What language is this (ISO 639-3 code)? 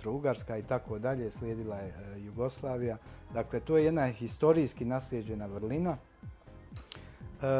bos